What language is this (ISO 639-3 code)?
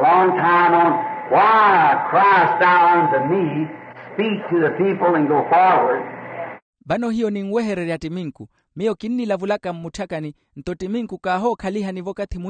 vmw